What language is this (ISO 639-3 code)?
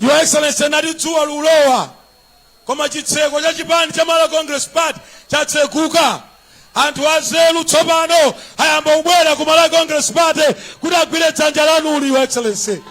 nya